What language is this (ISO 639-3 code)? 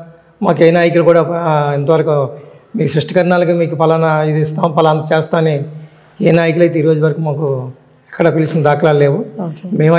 tel